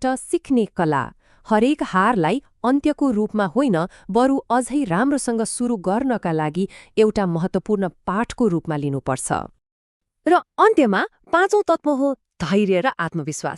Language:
Nepali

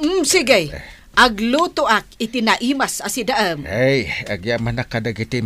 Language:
Iloko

